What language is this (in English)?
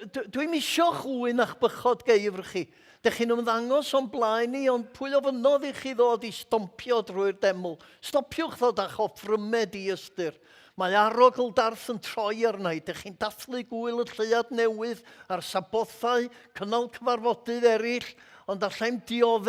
Welsh